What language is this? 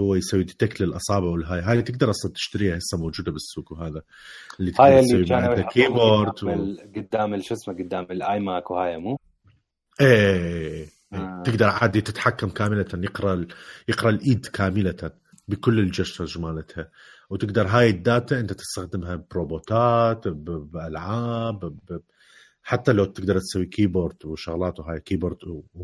Mesopotamian Arabic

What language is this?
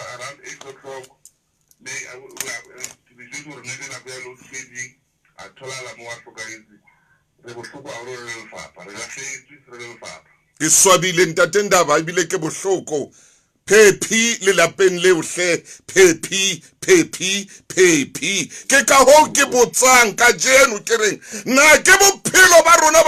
Southern Sotho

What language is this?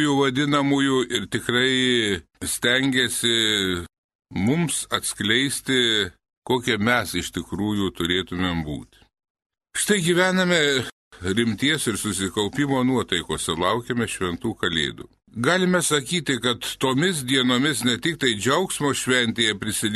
Lithuanian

